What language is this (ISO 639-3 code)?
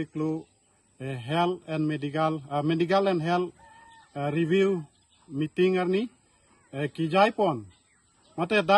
mjw